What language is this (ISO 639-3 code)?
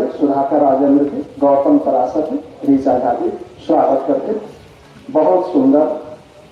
mag